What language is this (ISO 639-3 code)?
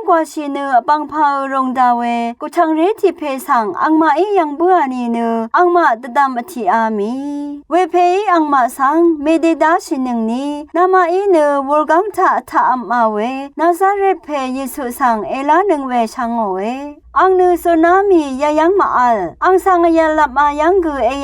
raw